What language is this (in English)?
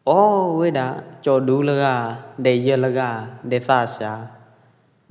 Pwo Eastern Karen